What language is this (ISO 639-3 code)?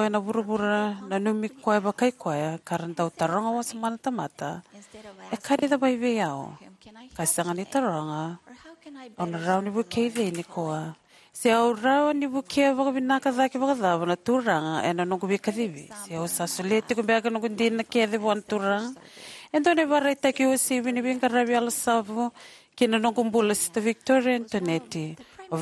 fij